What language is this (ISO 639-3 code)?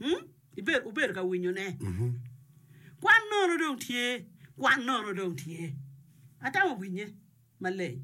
ach